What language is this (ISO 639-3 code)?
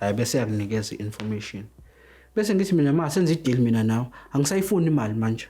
zul